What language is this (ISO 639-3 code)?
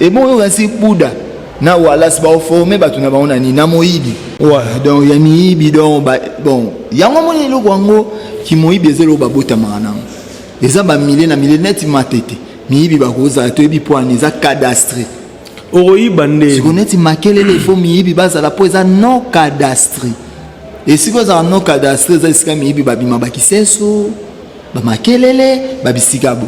lin